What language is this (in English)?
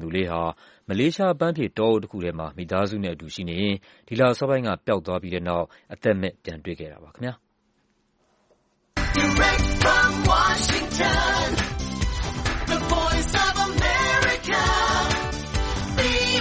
Burmese